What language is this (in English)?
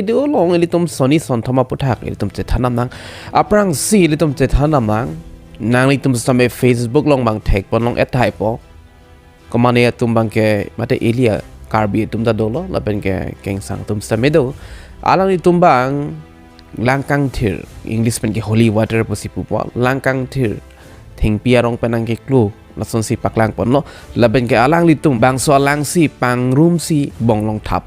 Karbi